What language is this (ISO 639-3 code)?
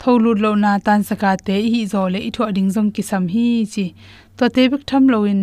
ctd